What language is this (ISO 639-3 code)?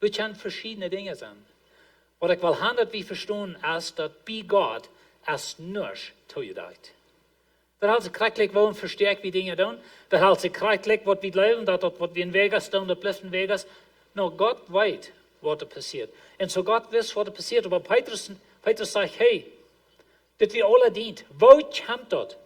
pdt